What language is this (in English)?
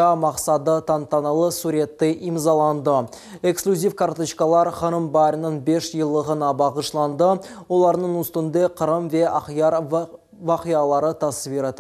Crimean Tatar